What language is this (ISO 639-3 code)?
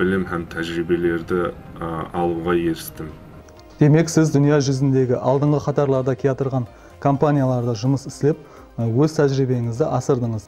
kaa